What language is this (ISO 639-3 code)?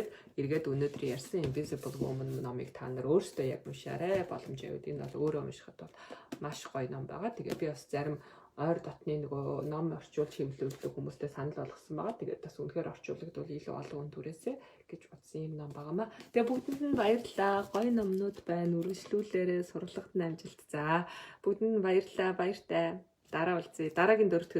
mon